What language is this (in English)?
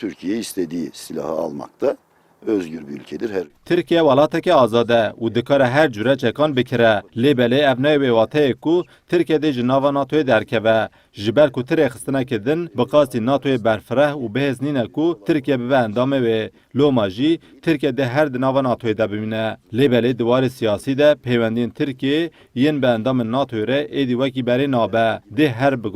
Kurdish